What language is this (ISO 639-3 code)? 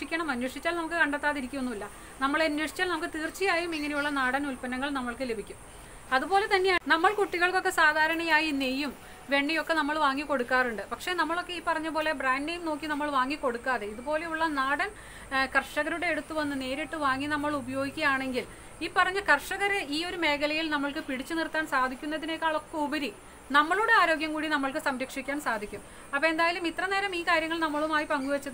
mal